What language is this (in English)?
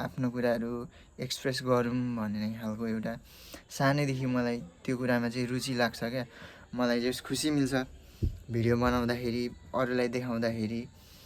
Nepali